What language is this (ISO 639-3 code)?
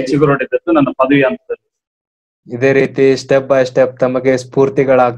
kan